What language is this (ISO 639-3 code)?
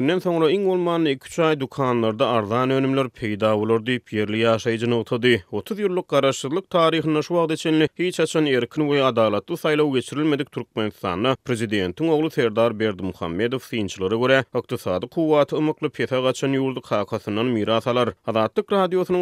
tuk